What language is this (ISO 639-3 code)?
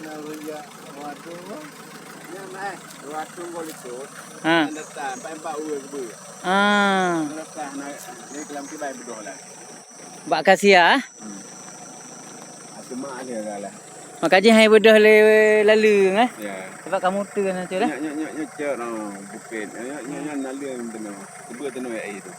ace